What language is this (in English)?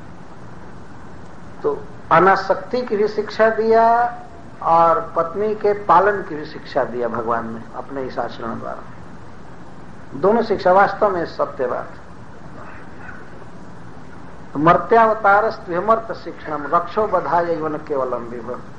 Hindi